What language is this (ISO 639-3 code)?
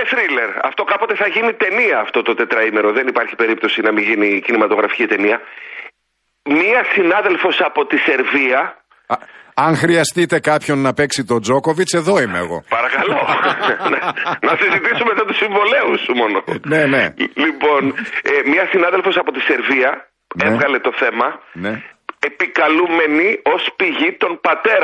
ell